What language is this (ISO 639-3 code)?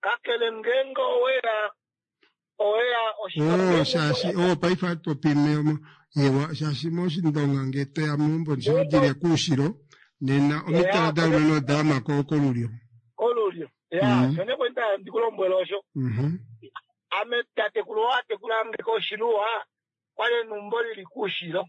kua